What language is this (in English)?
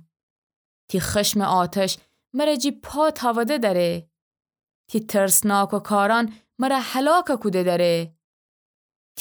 Gilaki